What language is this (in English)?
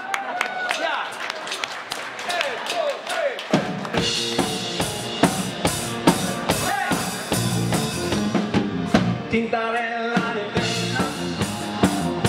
Swedish